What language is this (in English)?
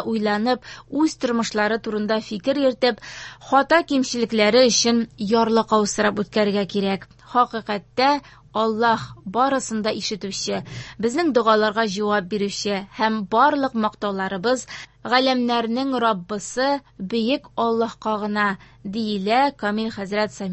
Tatar